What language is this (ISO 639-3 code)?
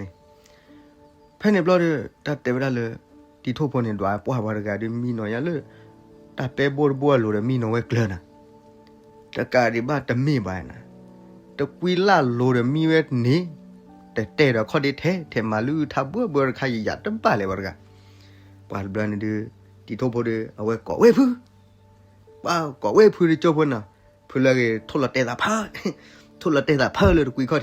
ksw